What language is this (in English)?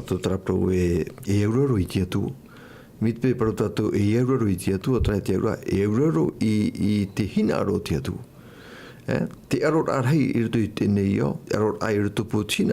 Tahitian